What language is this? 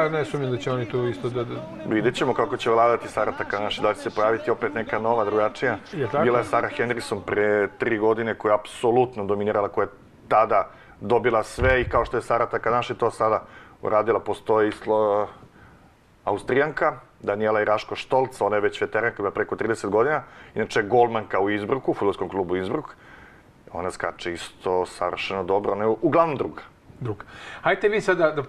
Serbian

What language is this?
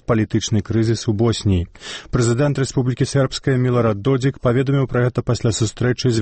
Belarusian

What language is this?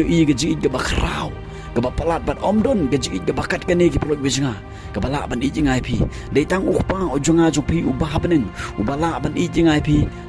Khasi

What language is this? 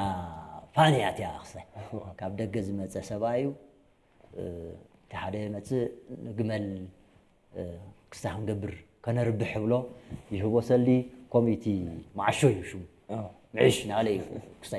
Tigrinya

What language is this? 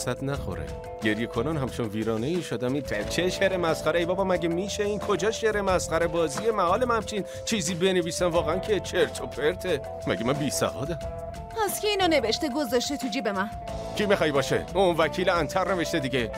Persian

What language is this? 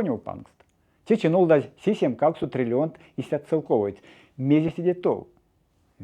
Erzya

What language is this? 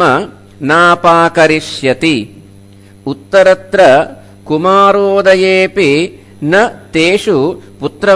Sanskrit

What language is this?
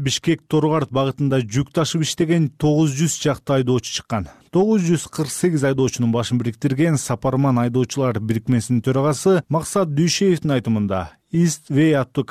Kyrgyz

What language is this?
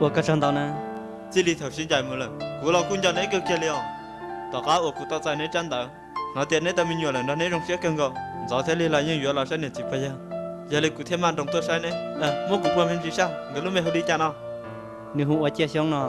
Hmong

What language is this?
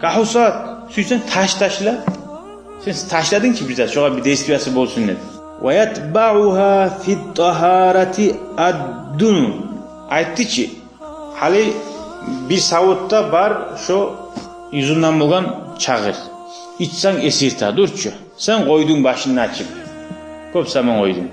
Kumyk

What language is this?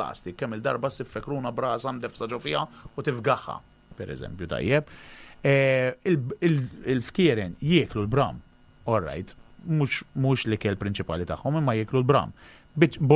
Maltese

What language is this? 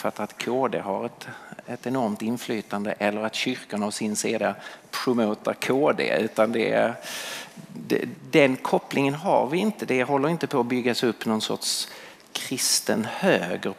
Swedish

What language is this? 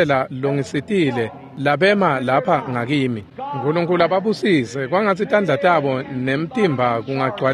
Swati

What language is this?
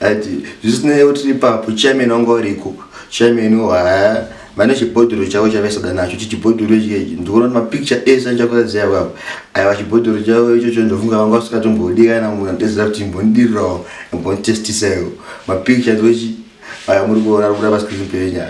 Shona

